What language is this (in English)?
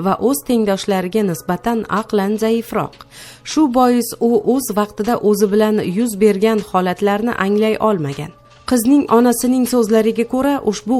Uzbek